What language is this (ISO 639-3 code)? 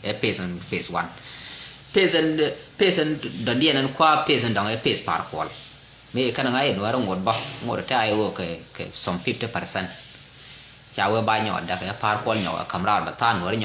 nus